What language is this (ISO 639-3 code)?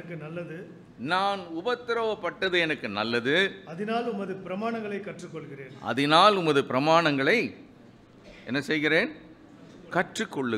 tam